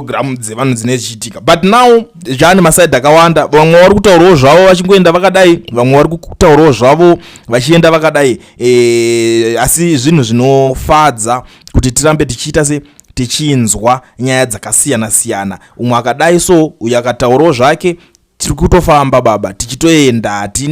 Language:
Shona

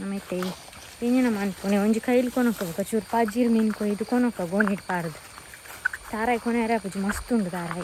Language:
Tulu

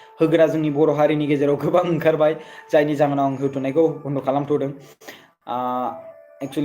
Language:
Bodo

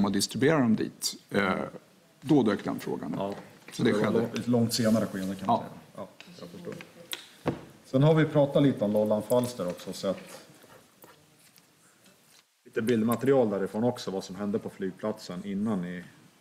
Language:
Swedish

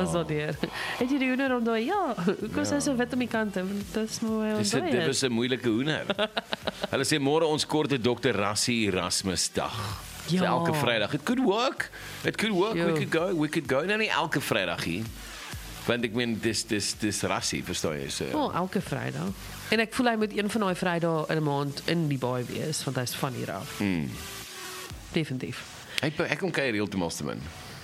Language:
Afrikaans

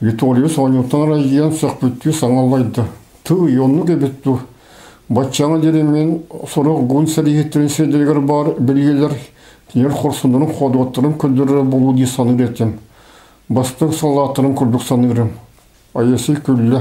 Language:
Yakut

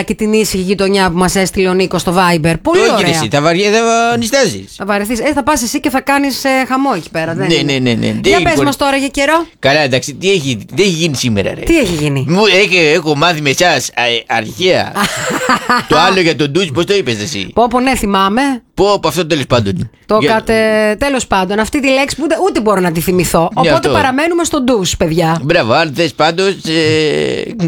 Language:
Greek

